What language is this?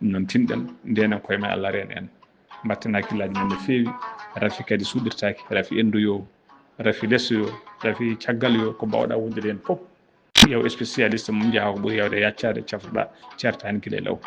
Fula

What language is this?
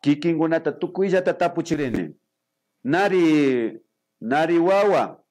Imbabura Highland Quichua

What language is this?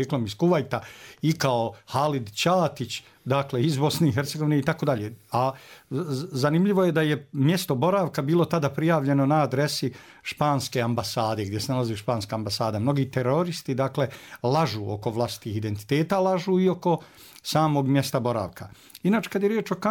Bosnian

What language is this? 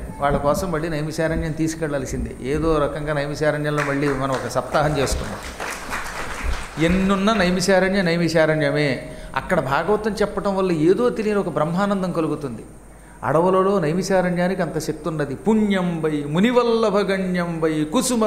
Telugu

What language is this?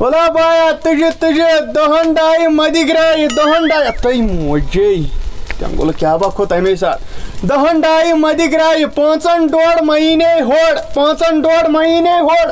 Kashmiri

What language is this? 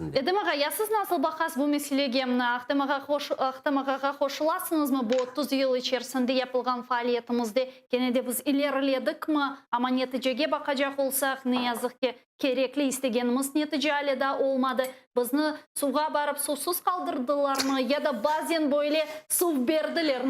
Crimean Tatar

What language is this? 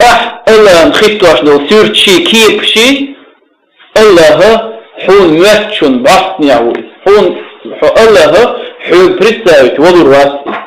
Chechen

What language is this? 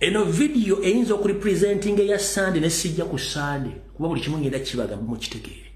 Ganda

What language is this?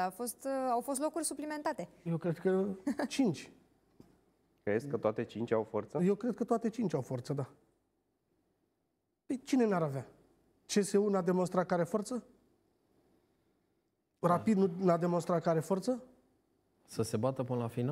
Romanian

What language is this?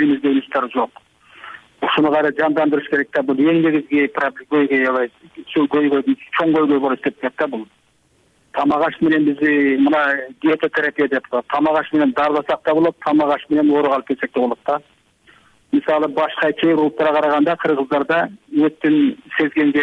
Kyrgyz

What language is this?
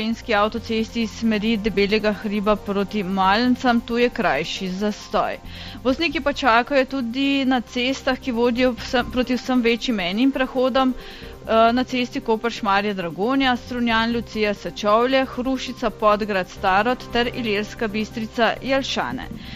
Slovenian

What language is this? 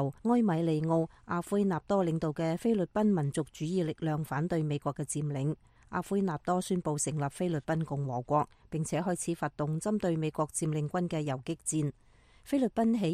Cantonese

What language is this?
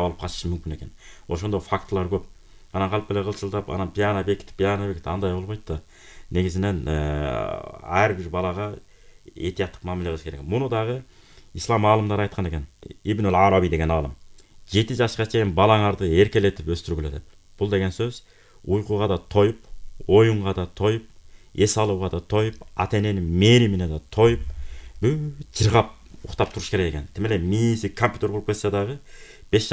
Kyrgyz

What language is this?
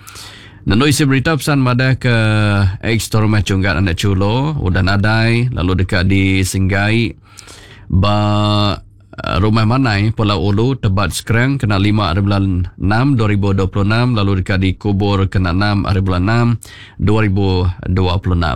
Iban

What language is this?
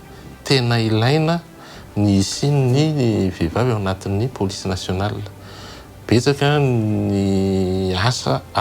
Malagasy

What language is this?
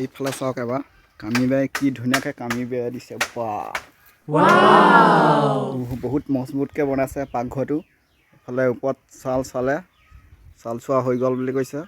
Assamese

